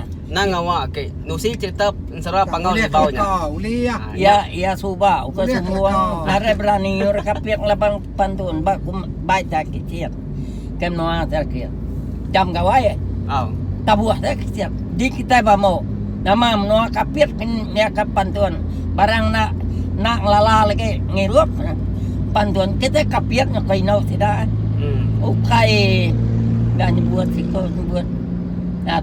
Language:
Iban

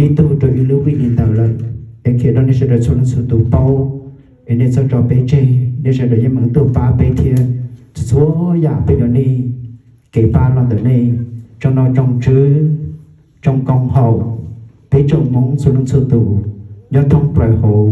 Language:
Hmong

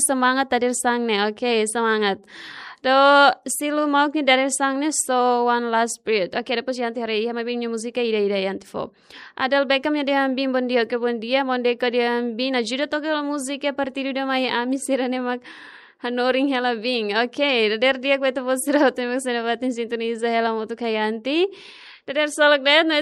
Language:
Tetum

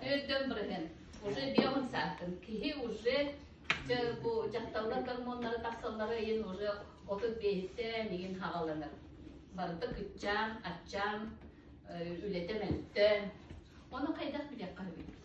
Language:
Yakut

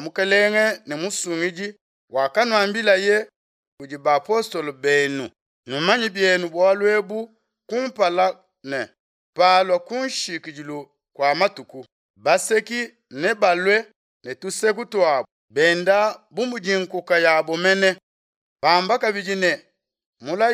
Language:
Luba-Lulua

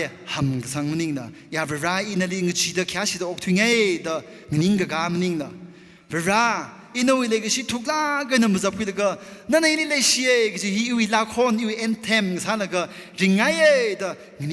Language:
Tangkhul Naga (India)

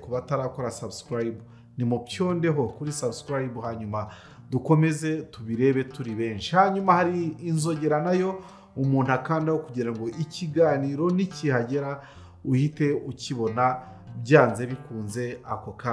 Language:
Kinyarwanda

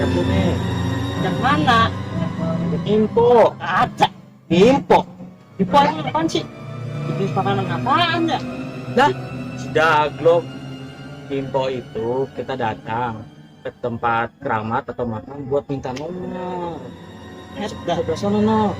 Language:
Betawi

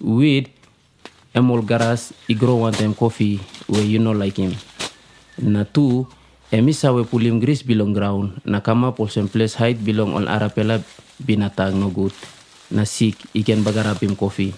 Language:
Tok Pisin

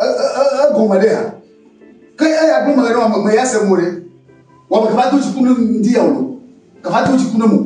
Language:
Ewe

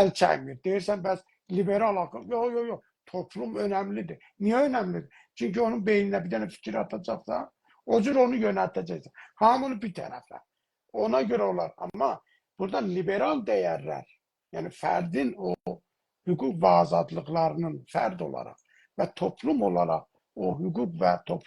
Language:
South Azerbaijani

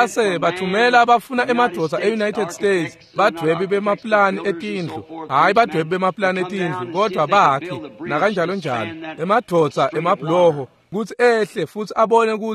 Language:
Swati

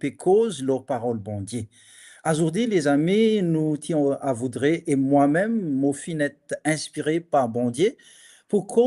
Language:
Morisyen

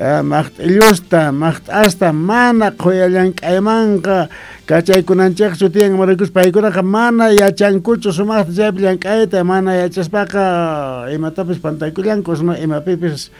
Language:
South Bolivian Quechua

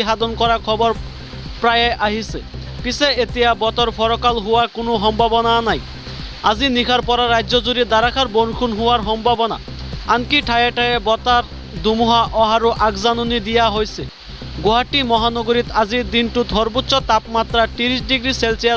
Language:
Assamese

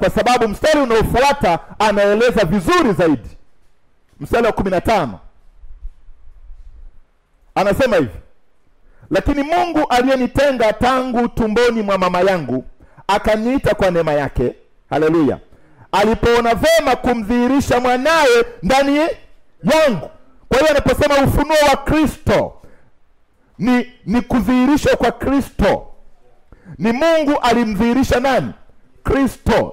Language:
Swahili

